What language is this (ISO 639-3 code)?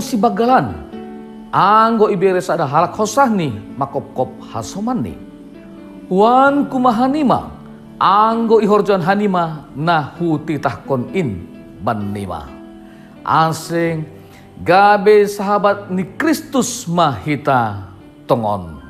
bts